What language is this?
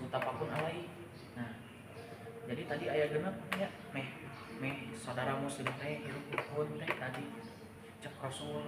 Sundanese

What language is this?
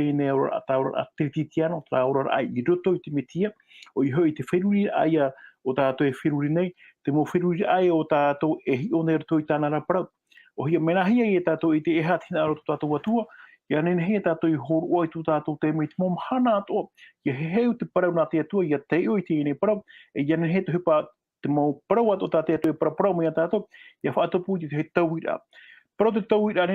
Tahitian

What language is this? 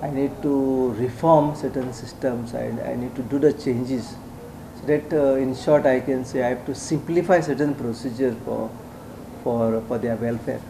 Konkani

